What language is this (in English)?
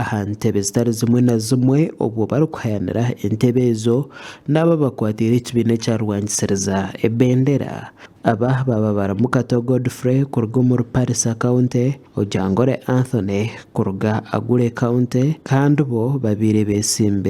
Nyankole